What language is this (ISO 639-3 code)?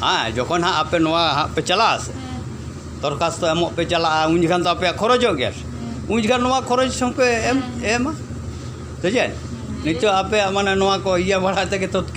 sat